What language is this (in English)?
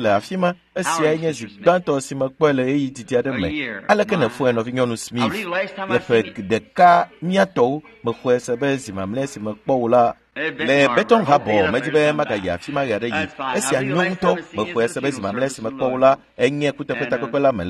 Ewe